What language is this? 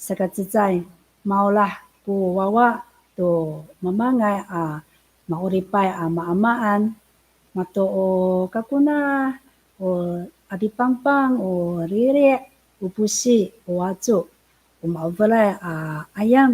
Amis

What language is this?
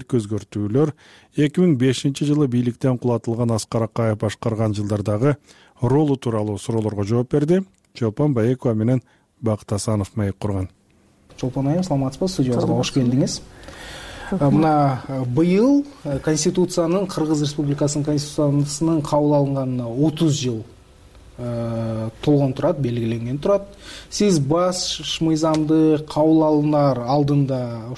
Kyrgyz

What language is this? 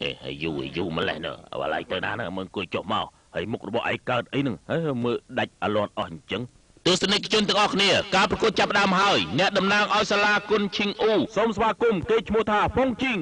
Khmer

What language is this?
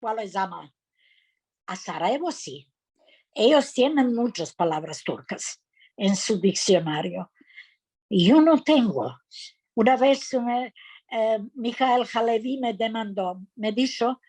Ladino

